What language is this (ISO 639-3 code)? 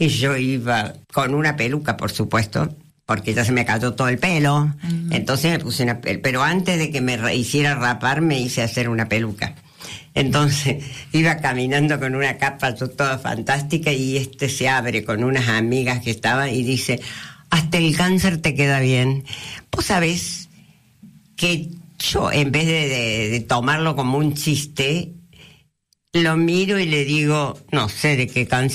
spa